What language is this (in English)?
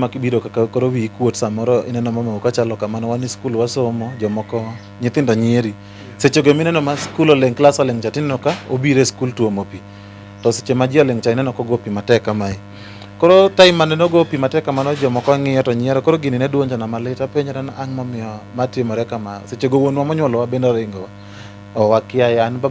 Luo (Kenya and Tanzania)